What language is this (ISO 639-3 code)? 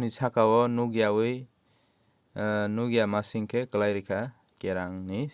trp